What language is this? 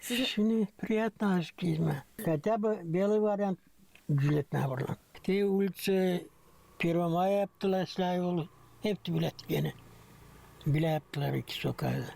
Gagauz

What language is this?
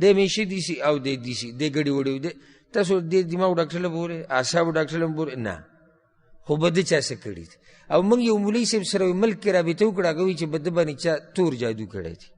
Pashto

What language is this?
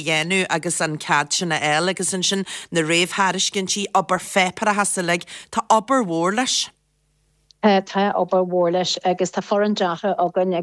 Irish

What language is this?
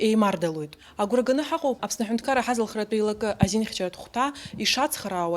Abkhazian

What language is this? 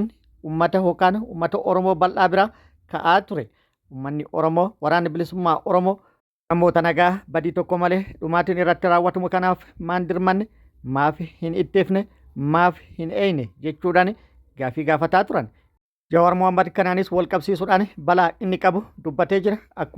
Oromo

